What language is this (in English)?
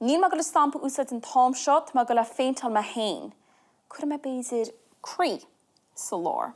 Irish